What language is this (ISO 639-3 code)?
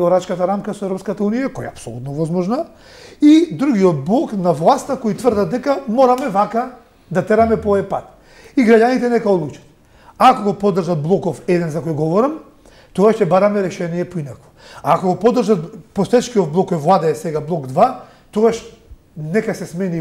mkd